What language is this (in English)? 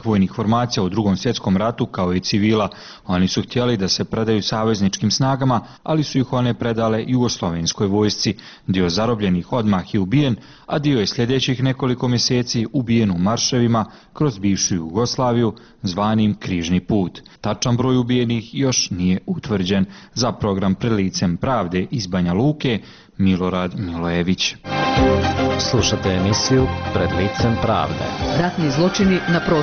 Bosnian